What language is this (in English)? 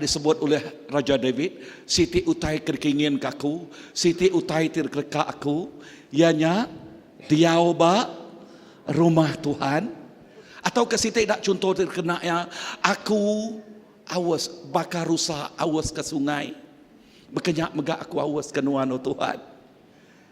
Iban